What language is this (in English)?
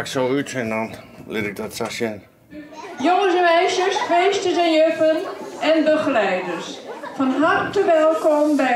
Western Frisian